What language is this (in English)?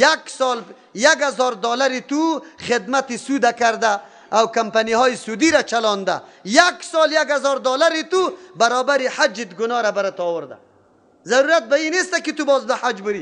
Persian